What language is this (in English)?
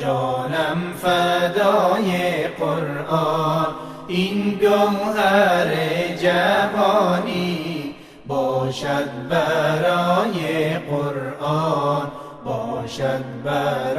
Persian